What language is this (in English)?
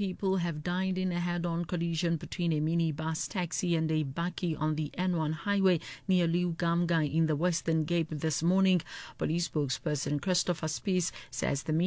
English